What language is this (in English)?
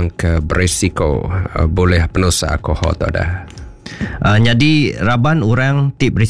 Iban